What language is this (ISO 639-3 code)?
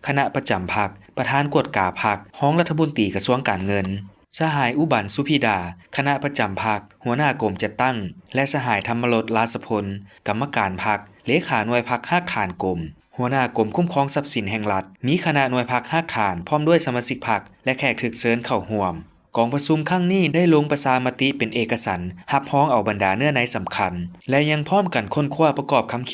lao